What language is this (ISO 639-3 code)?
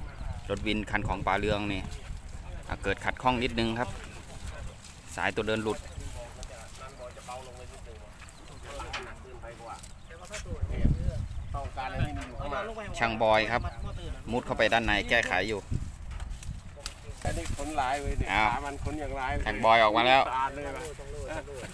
tha